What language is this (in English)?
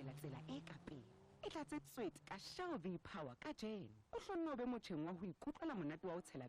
Southern Sotho